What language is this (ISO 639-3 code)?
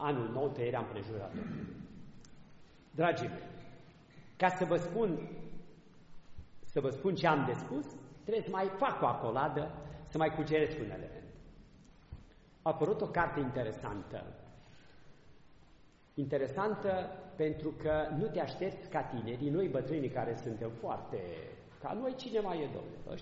ron